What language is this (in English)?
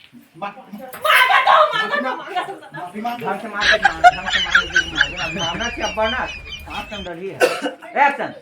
Chhattisgarhi